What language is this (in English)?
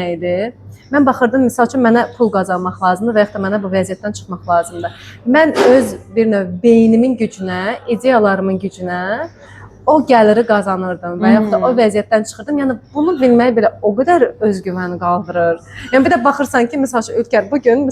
Azerbaijani